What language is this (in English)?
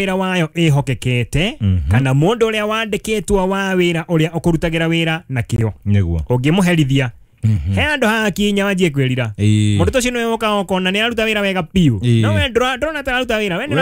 Kikuyu